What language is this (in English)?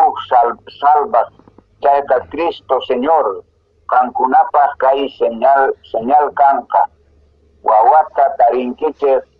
Quechua